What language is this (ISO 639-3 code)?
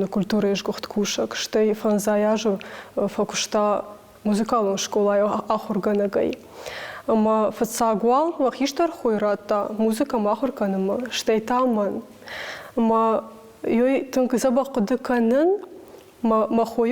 oss